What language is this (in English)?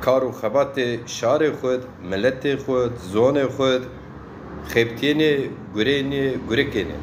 Zaza